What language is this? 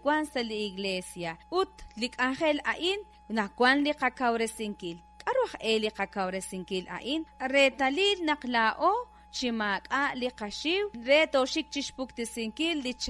Kekchí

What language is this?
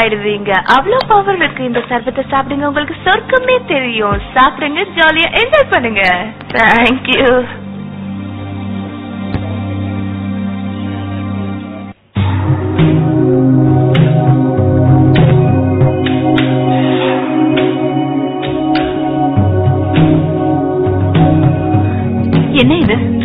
Tamil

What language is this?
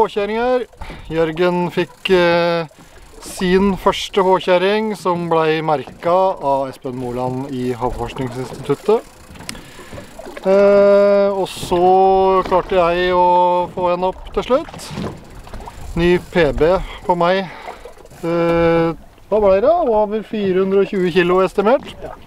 Norwegian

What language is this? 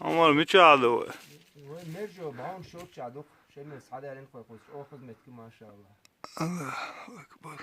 Chechen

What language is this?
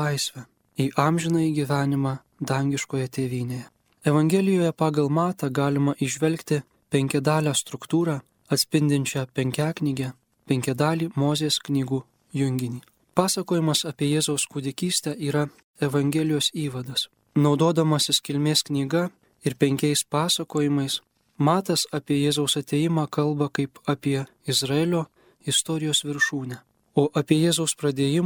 Lithuanian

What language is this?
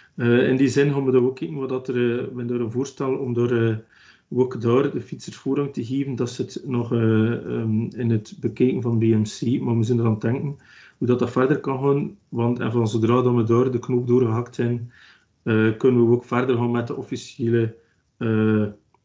Dutch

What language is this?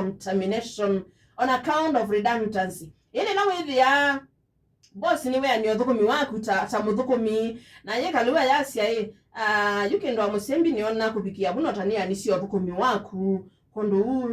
Kamba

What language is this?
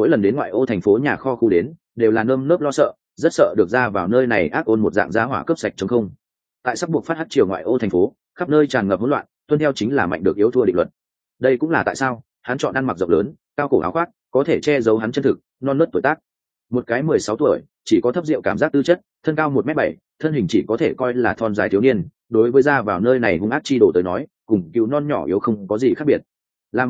Vietnamese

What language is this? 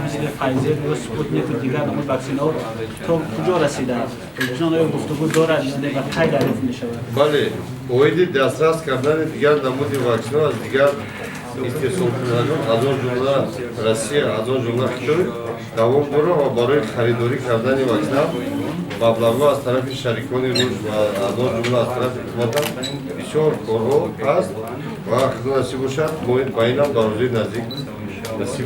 Tajik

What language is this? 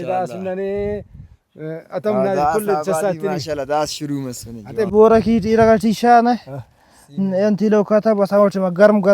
Brahui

